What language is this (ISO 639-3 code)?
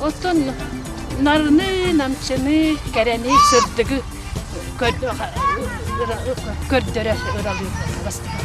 sah